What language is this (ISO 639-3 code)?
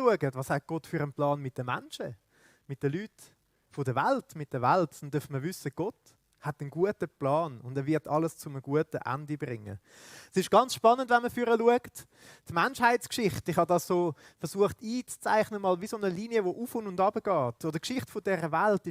gsw